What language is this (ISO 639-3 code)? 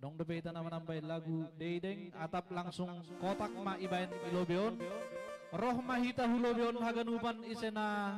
bts